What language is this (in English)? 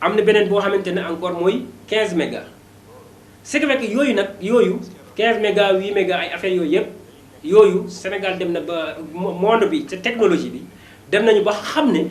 Wolof